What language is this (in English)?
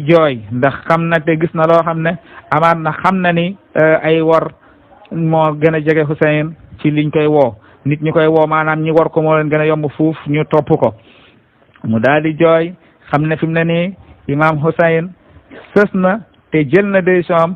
Wolof